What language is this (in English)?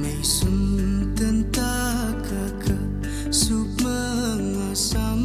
Tangkhul Naga (India)